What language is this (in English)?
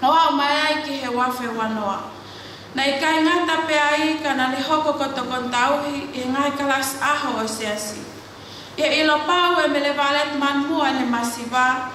Tongan